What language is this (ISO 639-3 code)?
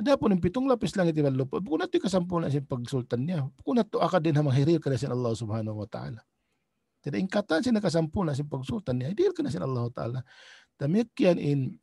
tsg